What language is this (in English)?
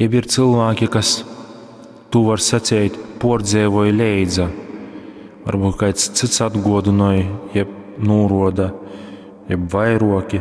Latgalian